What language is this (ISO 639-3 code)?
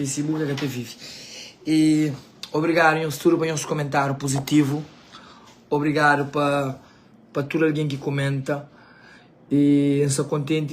kea